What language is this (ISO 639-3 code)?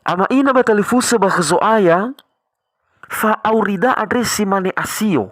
nia